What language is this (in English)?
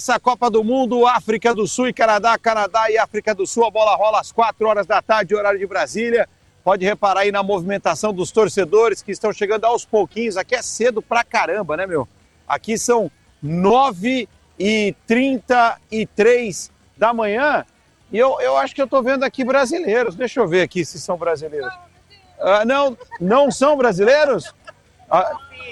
Portuguese